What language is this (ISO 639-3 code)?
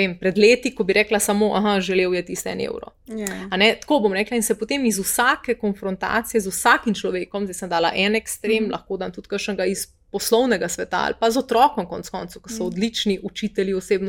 slv